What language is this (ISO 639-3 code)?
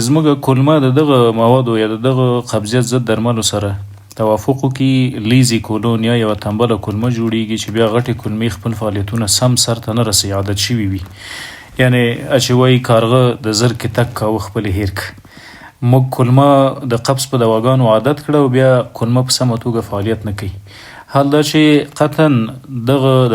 pus